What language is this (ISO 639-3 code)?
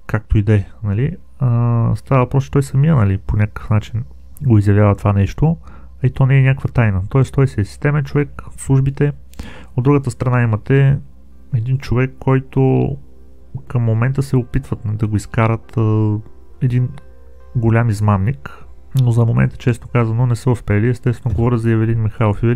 bul